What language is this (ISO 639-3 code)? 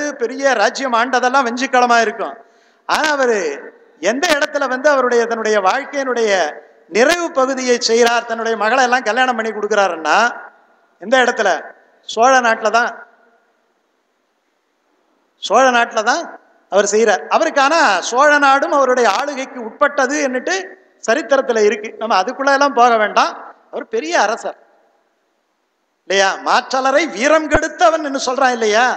tam